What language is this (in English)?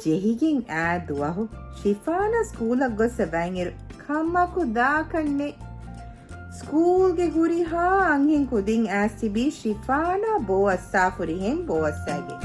Divehi